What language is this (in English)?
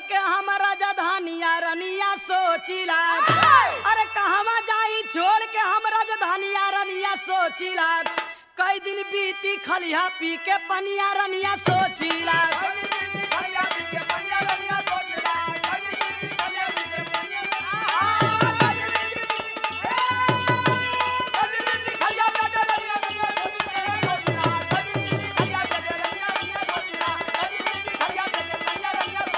Bhojpuri